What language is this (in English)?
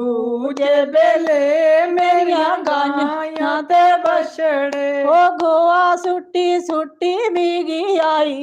Dogri